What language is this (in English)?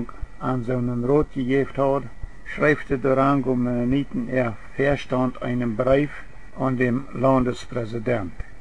Plautdietsch